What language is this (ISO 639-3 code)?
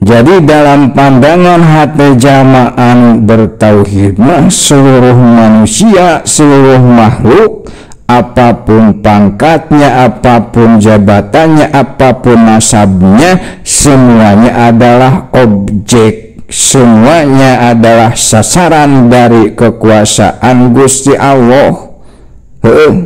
sun